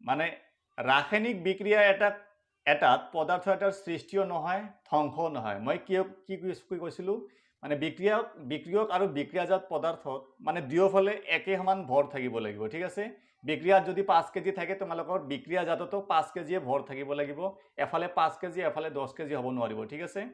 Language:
Assamese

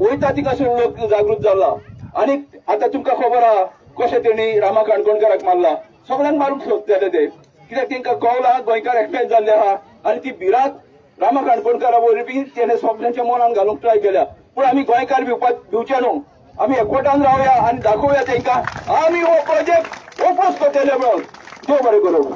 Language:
Konkani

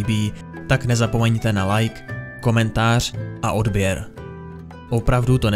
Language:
Czech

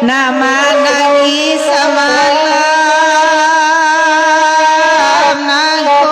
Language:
Minangkabau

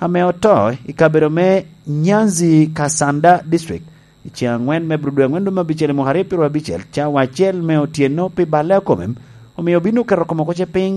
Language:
Lango (Uganda)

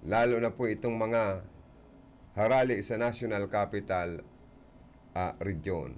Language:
Bikol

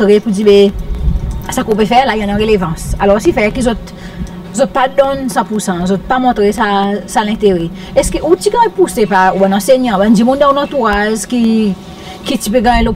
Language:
Seselwa Creole French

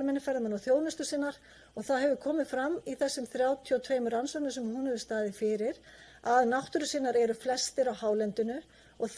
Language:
Icelandic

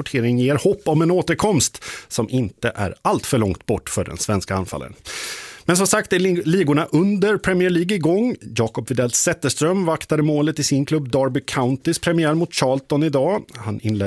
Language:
Swedish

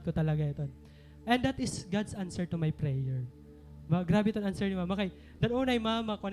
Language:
Waray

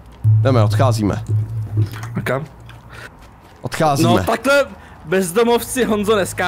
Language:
Czech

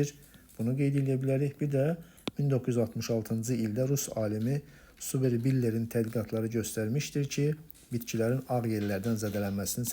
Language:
Azerbaijani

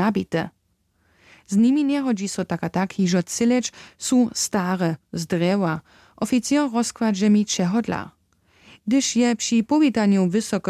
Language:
Upper Sorbian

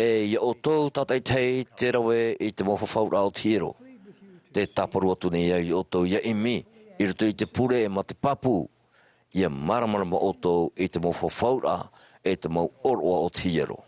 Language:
Tahitian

